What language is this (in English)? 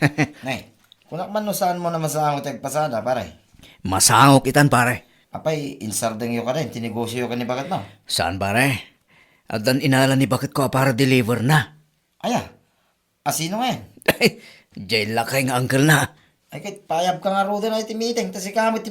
Iloko